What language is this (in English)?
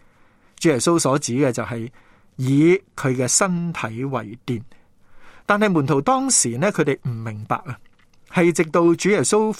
Cantonese